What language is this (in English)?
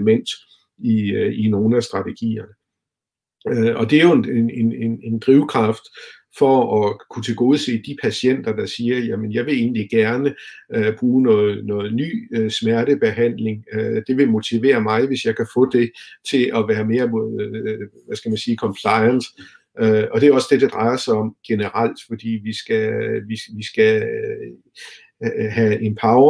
Danish